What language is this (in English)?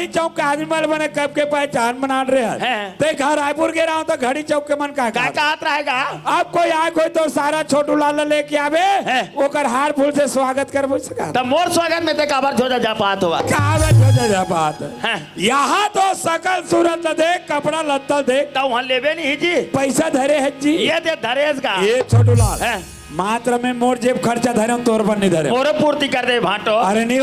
Chhattisgarhi